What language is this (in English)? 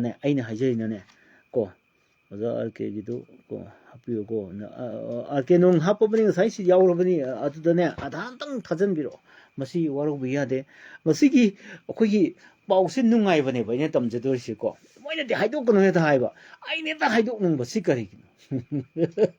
Manipuri